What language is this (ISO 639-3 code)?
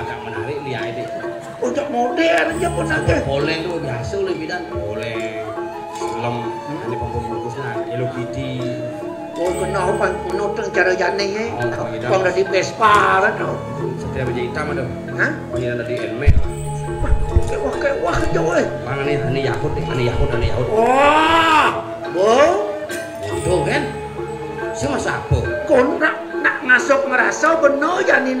ban